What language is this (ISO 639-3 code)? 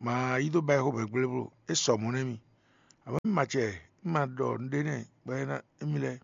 fon